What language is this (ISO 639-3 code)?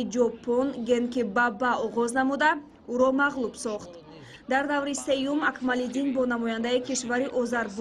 tgk